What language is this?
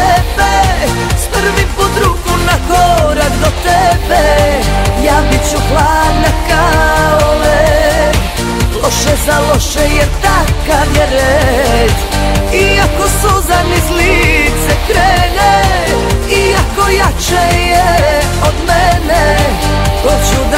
Croatian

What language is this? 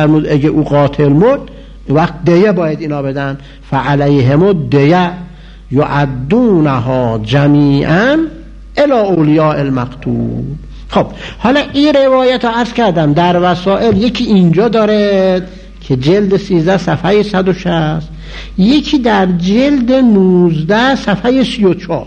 Persian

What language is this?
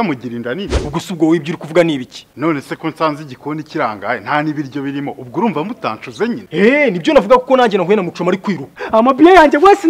Kinyarwanda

